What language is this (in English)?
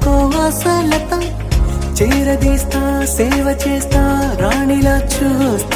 Telugu